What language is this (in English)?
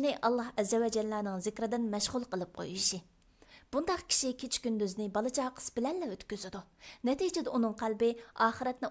Uyghur